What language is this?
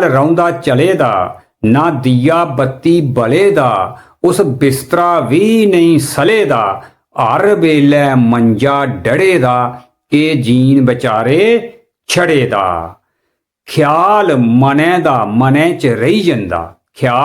Dogri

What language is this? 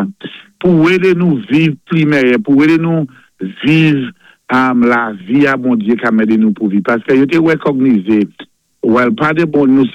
Saint Lucian Creole French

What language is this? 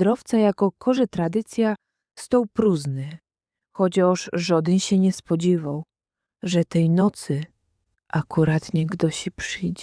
Silesian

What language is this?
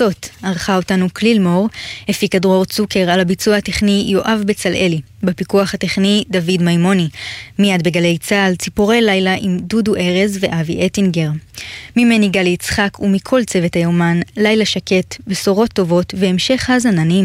Hebrew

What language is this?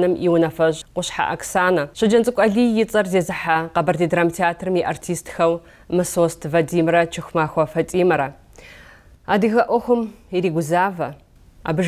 Kabardian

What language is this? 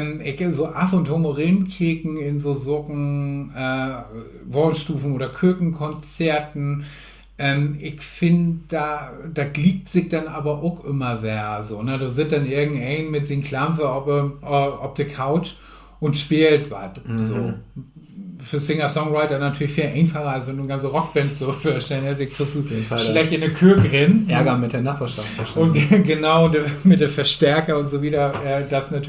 Low German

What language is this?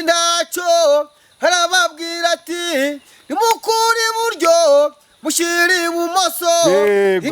Kinyarwanda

